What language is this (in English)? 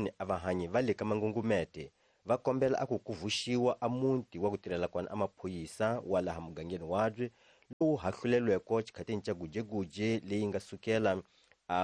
Tsonga